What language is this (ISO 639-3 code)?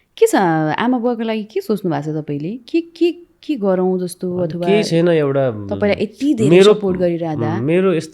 nep